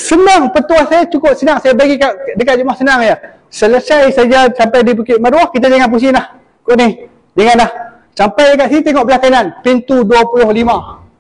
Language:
Malay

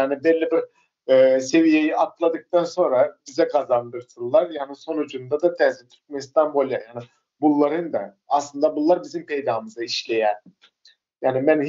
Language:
Turkmen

